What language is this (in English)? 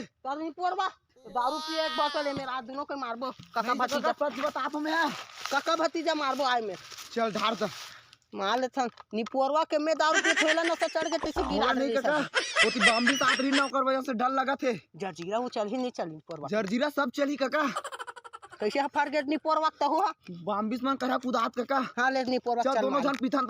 Chhattisgarhi